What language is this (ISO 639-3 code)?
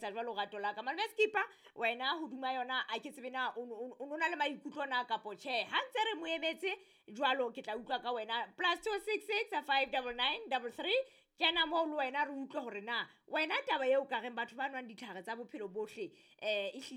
sot